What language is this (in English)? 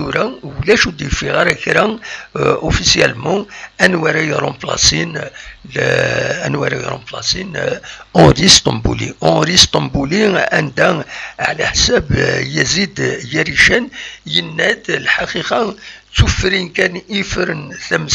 Kabyle